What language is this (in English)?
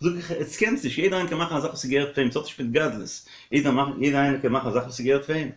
Yiddish